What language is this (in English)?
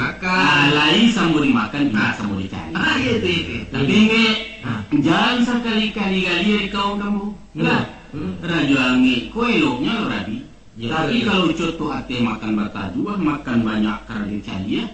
Minangkabau